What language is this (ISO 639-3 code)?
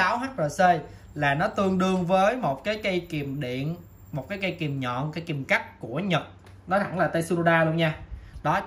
vie